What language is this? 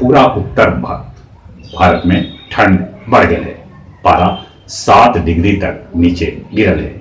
Magahi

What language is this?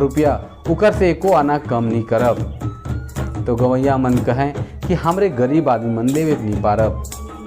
Sadri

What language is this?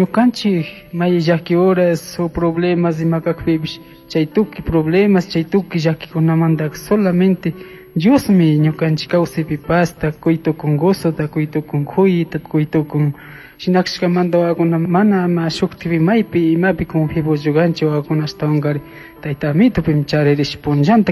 Chimborazo Highland Quichua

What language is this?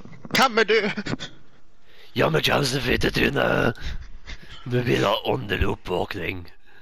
Norwegian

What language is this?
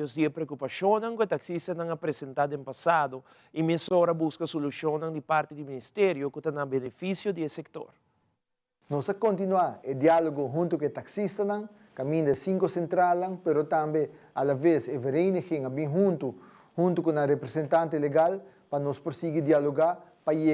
Papiamento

